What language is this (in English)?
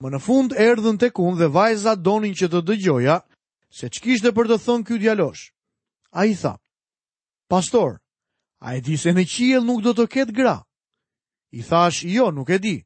Albanian